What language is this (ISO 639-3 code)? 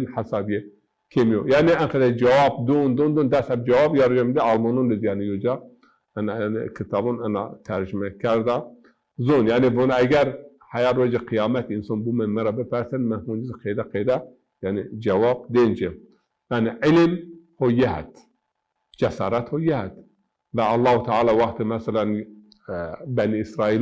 zza